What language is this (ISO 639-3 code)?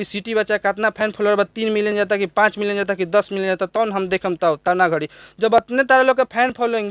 bho